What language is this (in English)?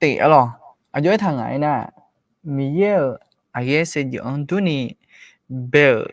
Akha